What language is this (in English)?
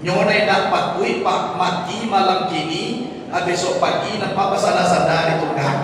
Minangkabau